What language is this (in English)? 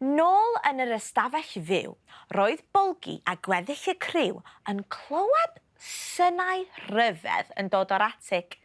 Welsh